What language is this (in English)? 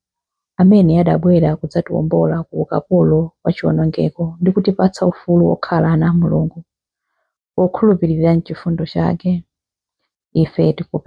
Nyanja